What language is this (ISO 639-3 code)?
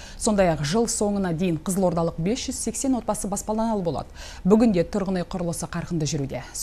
kaz